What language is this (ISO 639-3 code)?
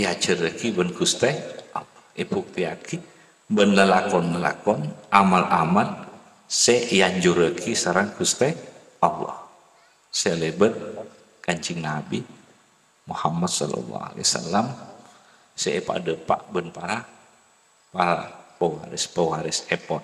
mad